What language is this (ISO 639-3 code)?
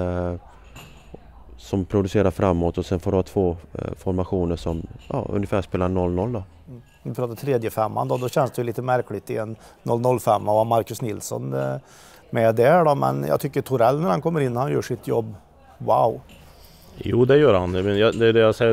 swe